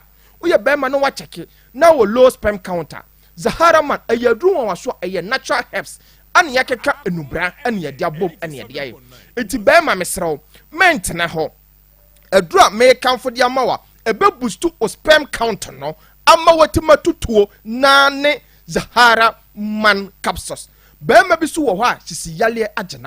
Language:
Akan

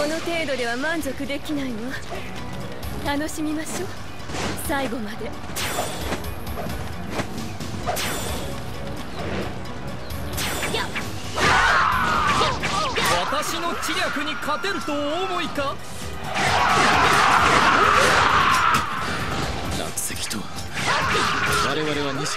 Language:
Japanese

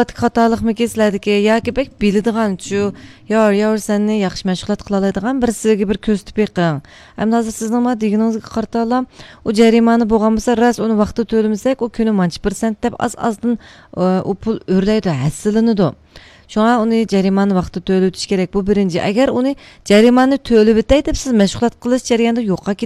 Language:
Uyghur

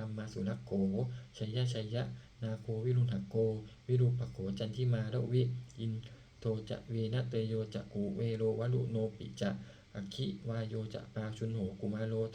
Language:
Pali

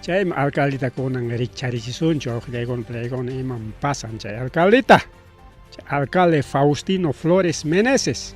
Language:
Ayacucho Quechua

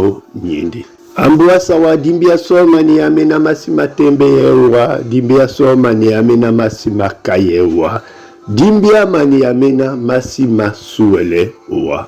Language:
Duala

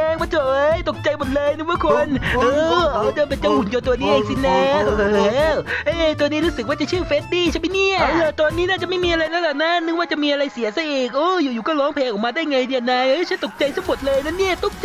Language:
Thai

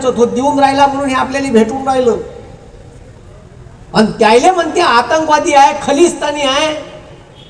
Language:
Marathi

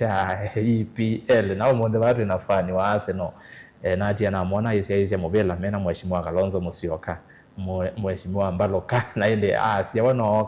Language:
Kamba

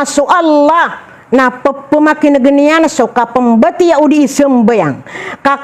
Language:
Maranao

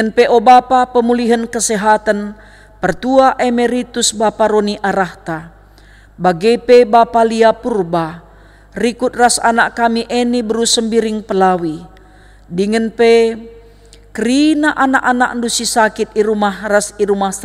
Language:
Batak Karo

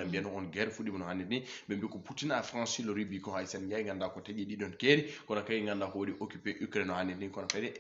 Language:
Fula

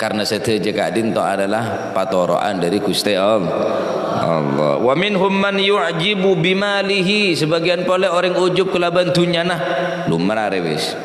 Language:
Madurese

